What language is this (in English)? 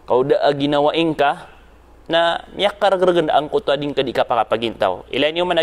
Maranao